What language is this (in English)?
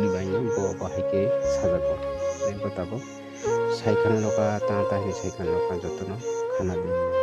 Kok Borok